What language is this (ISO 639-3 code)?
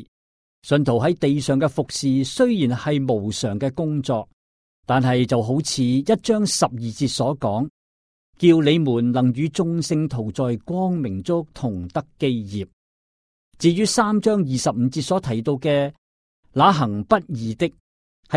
yue